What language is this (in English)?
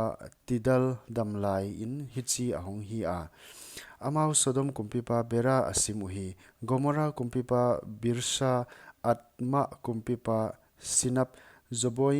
Paite Chin